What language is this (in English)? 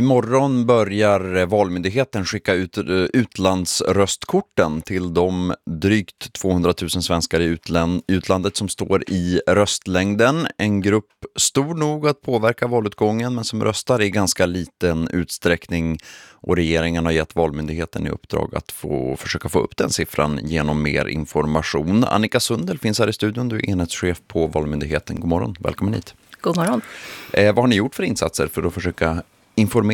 Swedish